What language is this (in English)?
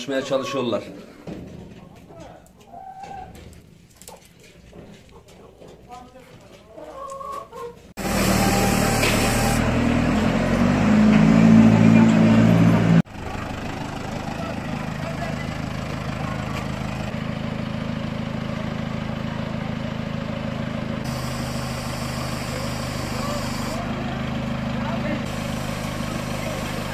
Turkish